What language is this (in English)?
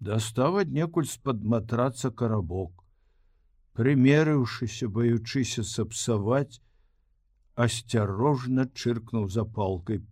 Belarusian